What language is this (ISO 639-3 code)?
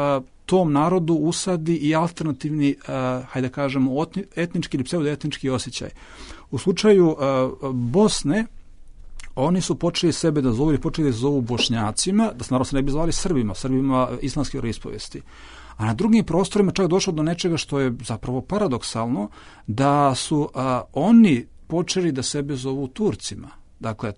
bos